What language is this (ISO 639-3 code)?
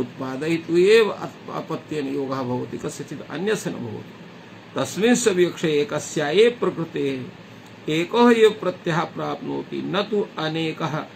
san